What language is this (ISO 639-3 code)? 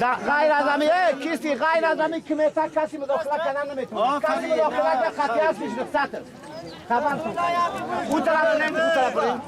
fas